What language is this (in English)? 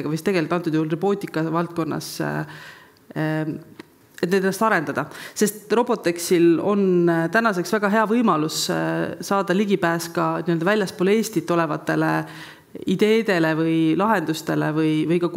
Estonian